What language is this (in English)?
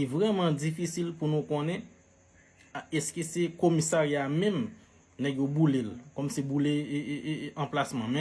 Haitian Creole